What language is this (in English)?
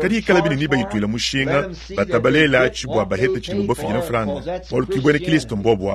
Luba-Lulua